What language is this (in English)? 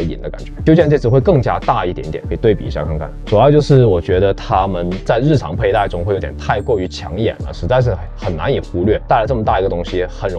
Chinese